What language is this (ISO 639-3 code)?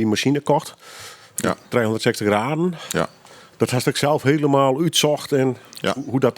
fry